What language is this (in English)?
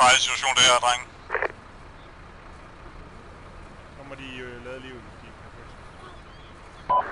Danish